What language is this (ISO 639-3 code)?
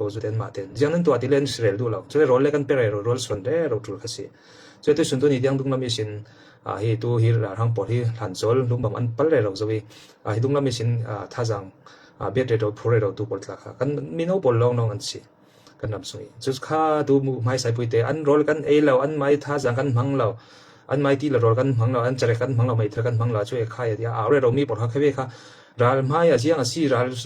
cfm